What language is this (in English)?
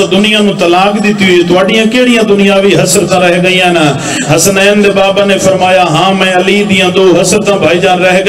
Saraiki